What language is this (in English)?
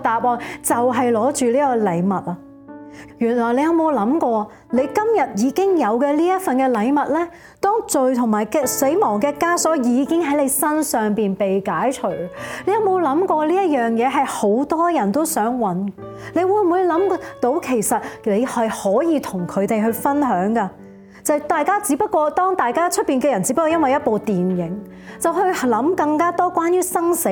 Cantonese